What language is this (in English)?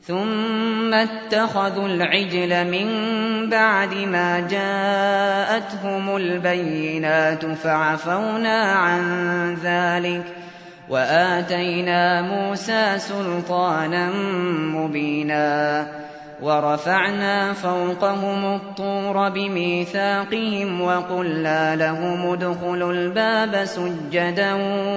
Arabic